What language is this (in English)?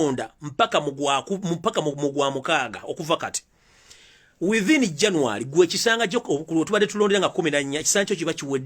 Ganda